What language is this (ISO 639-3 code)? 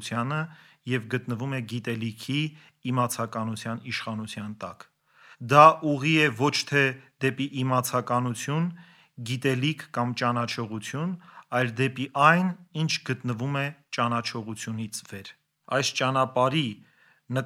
hye